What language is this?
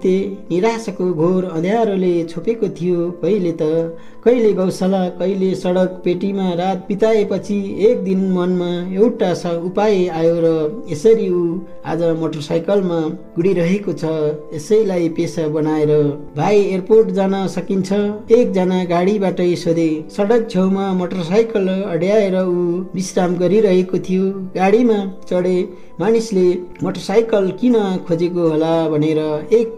Nepali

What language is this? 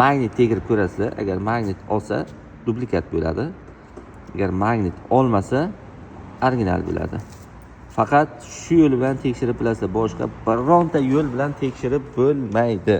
Uzbek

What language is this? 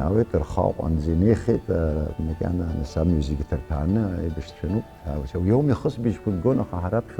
Abkhazian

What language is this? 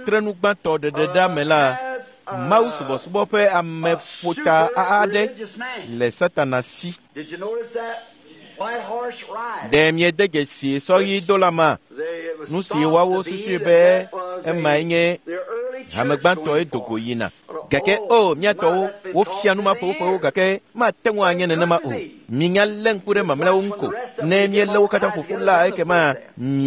Ewe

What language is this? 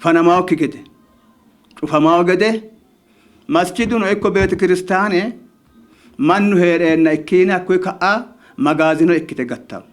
Sidamo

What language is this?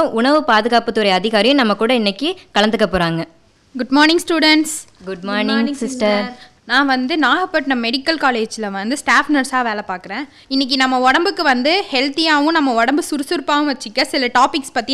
Tamil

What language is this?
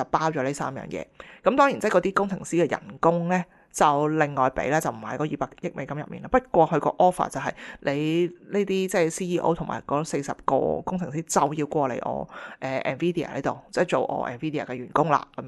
Cantonese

